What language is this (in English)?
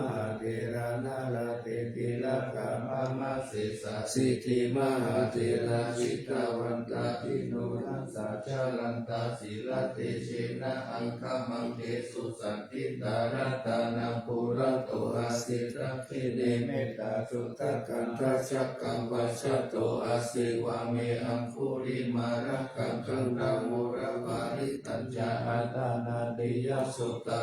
Pali